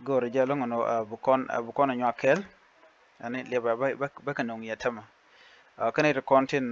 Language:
Nuer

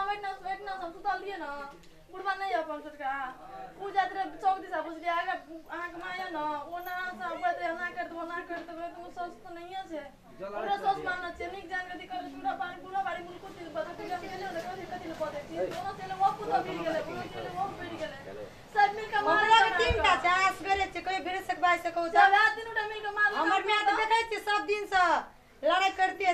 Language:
Maithili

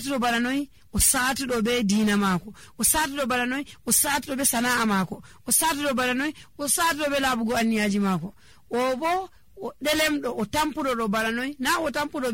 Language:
Nigerian Fulfulde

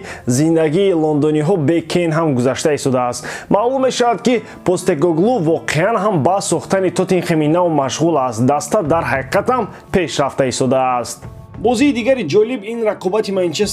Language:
Tajik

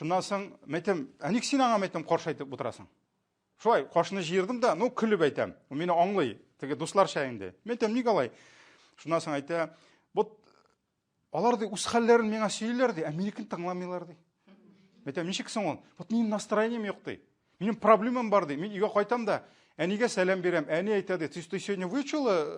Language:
Tatar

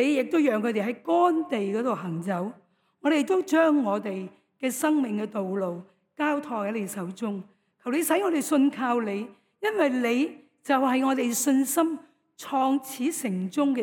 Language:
Cantonese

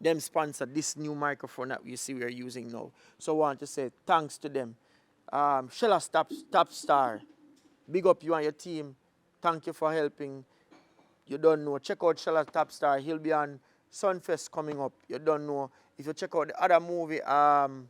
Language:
Jamaican Creole English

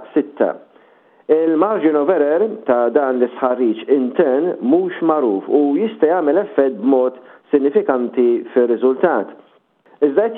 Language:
Maltese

